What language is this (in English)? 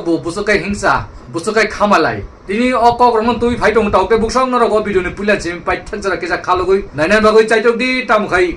Kok Borok